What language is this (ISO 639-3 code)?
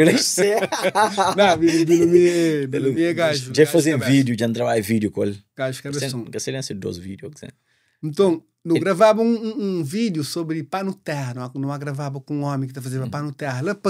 kea